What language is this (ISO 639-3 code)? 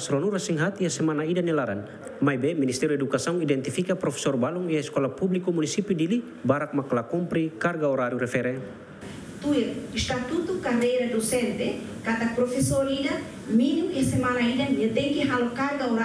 tet